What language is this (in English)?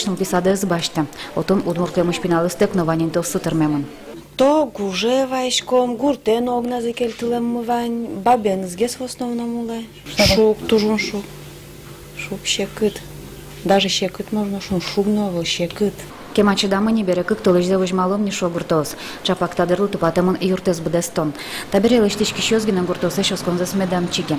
Udmurt